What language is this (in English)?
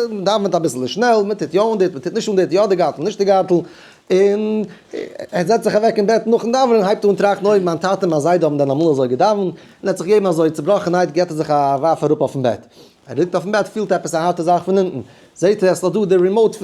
Yiddish